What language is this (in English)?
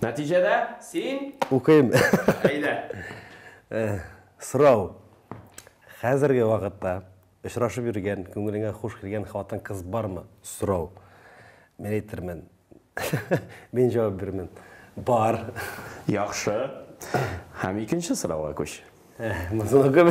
Tatar